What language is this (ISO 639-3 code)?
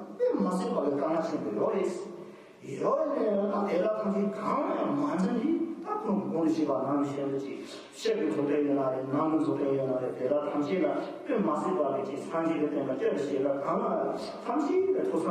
bod